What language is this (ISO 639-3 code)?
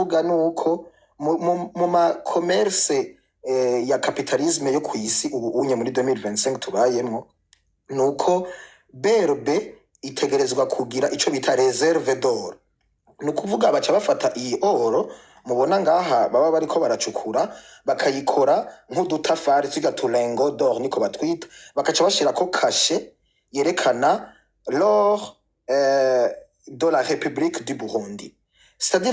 run